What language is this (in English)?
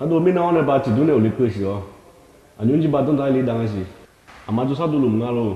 Akha